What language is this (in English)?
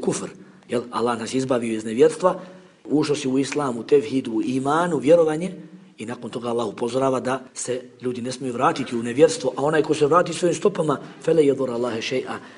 Bosnian